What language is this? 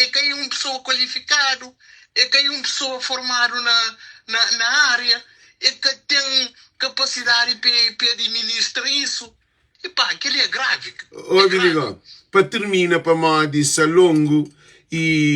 Kabuverdianu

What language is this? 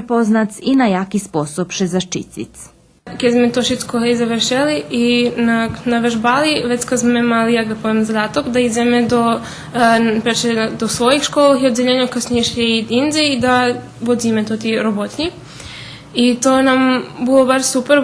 Rusyn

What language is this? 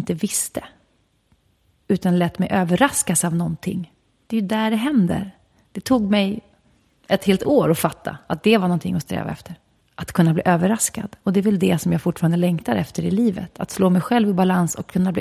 Swedish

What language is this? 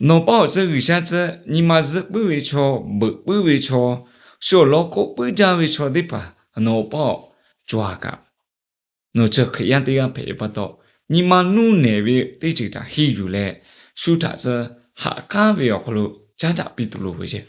Lahu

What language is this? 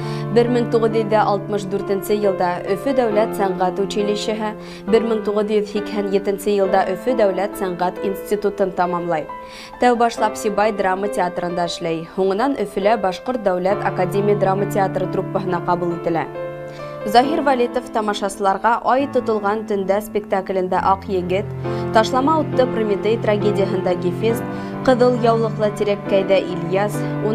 Bashkir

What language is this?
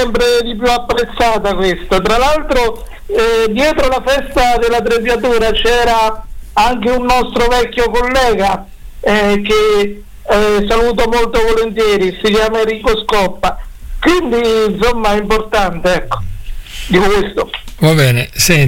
Italian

